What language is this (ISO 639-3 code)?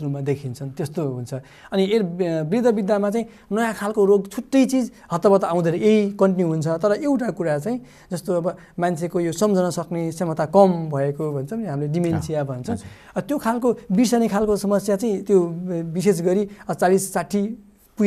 nep